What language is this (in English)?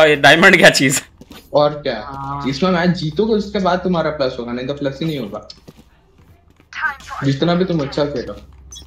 Hindi